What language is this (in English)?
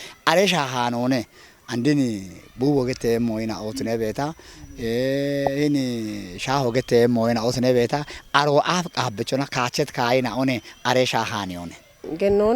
Kafa